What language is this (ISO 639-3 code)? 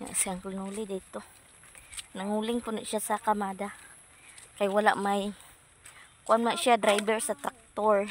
ceb